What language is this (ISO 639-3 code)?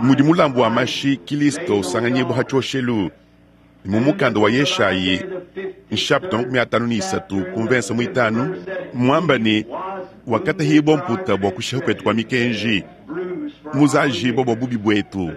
lua